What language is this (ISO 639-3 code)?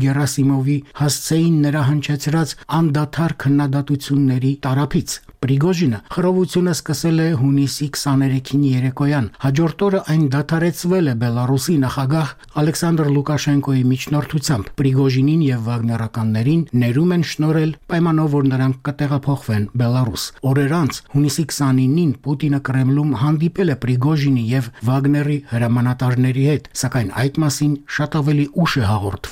hye